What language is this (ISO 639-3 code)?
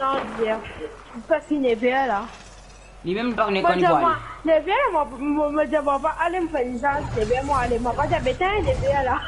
mfe